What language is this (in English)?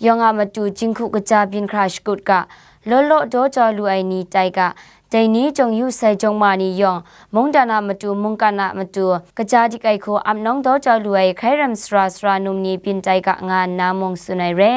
Kachin